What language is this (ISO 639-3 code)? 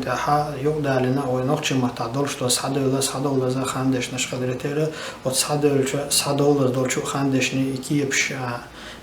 che